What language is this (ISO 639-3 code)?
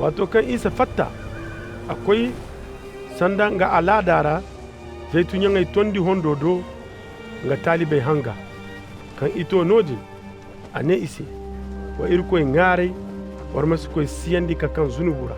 ses